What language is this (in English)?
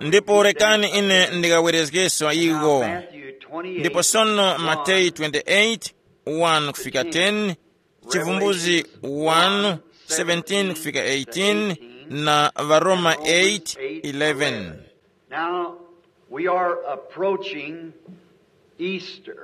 Tumbuka